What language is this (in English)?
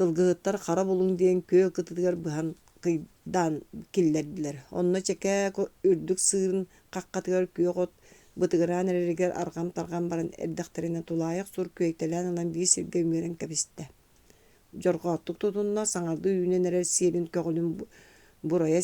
Yakut